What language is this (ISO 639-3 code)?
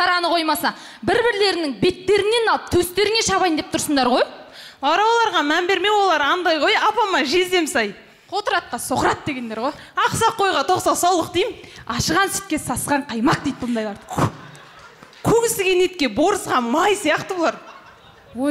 kaz